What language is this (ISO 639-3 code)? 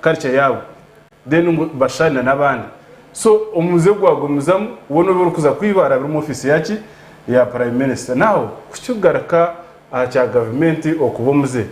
nyn